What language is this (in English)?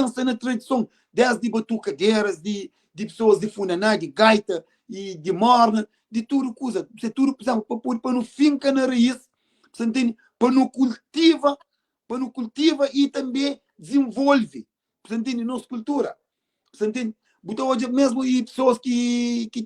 Kabuverdianu